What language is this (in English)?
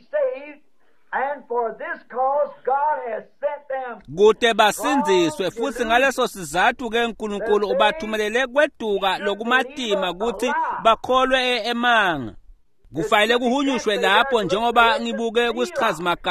Swati